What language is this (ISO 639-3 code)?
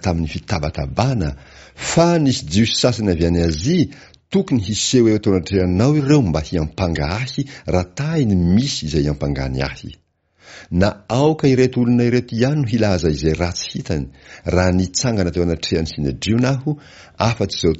mlg